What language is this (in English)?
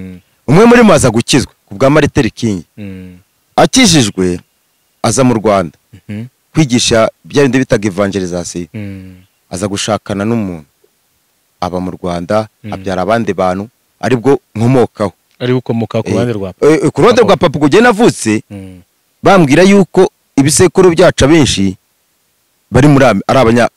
Kinyarwanda